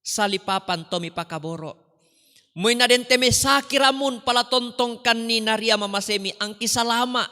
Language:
Toraja-Sa'dan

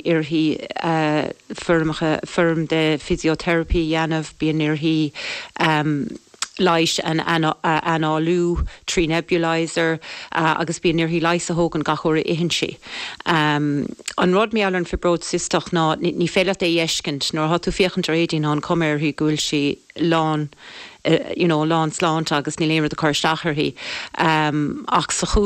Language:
Irish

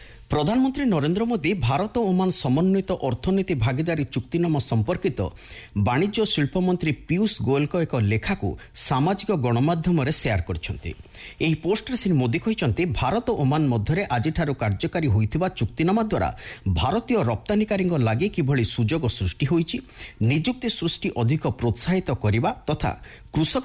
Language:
Odia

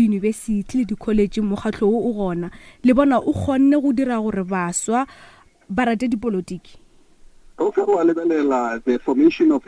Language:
Northern Sotho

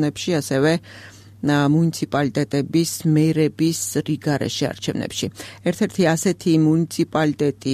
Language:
Georgian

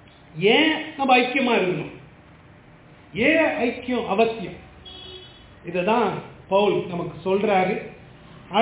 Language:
Tamil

